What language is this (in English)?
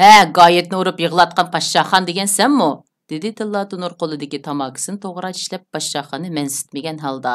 Uyghur